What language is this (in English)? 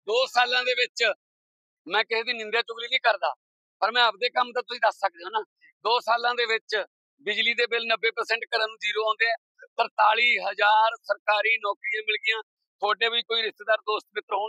Punjabi